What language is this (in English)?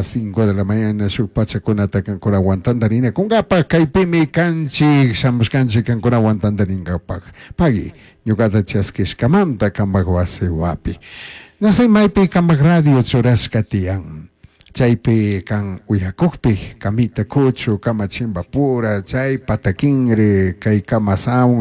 Chimborazo Highland Quichua